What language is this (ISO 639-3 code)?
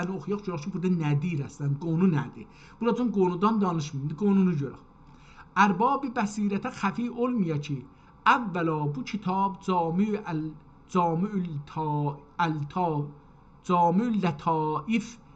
azb